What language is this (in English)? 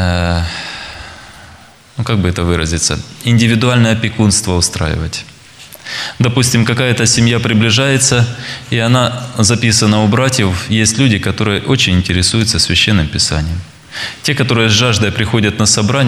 Russian